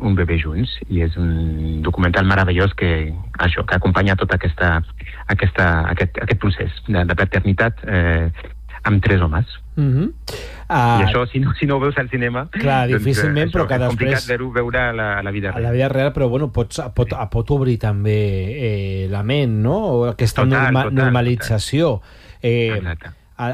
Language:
Catalan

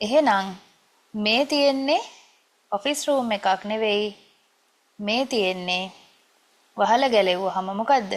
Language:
Sinhala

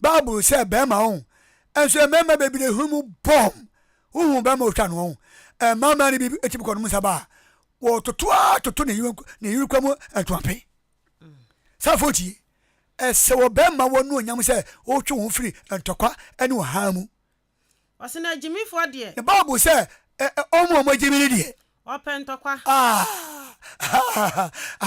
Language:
Akan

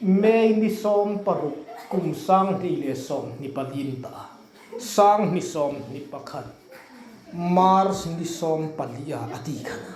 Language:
Hmar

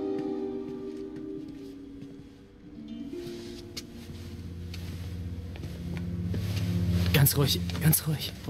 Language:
German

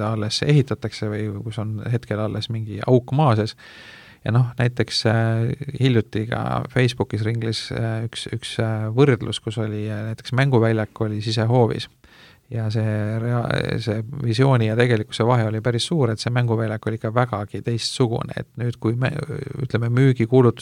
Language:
Estonian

